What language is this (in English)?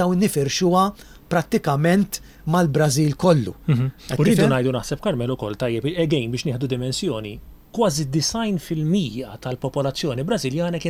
Maltese